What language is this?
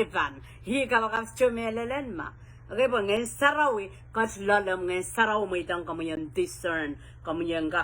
Pohnpeian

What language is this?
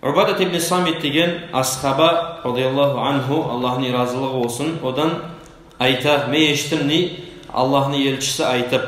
Kumyk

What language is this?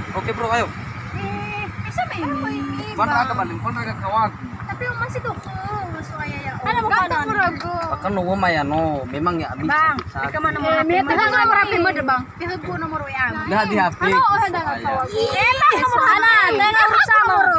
Nias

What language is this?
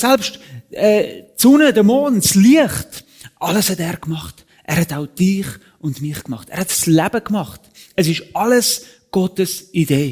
Swiss German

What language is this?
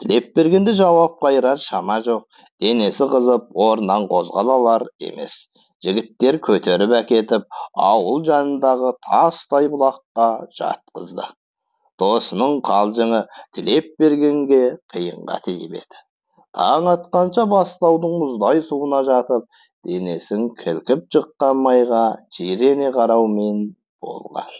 Kazakh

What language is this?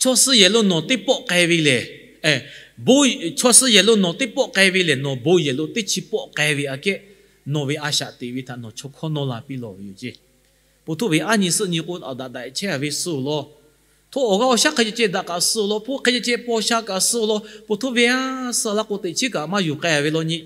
Lahu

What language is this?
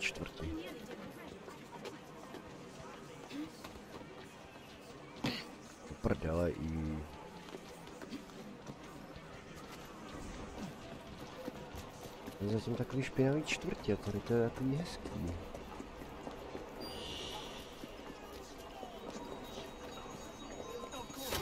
Czech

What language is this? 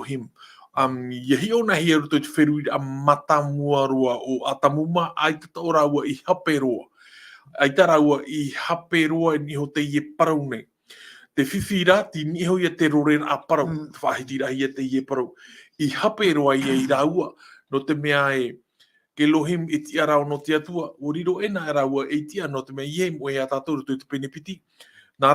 Tahitian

